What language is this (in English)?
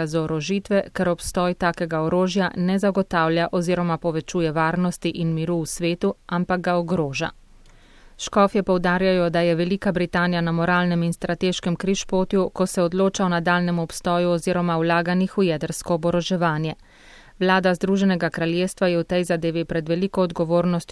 Slovenian